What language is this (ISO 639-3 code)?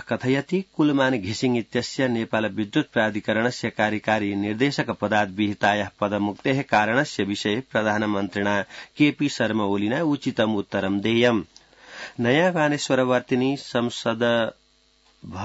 san